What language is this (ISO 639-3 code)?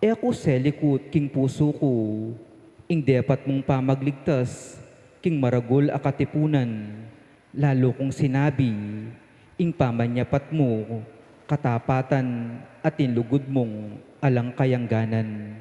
pam